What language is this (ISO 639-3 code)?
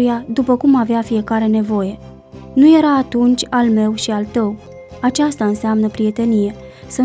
ron